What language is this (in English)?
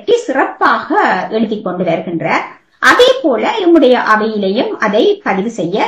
Tamil